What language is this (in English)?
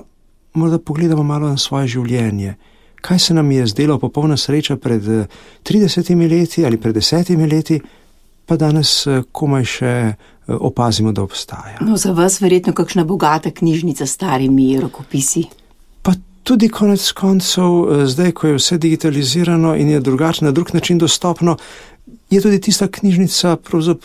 Slovenian